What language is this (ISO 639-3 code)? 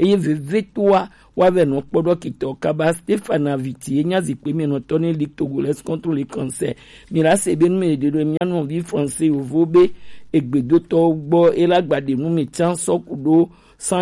gej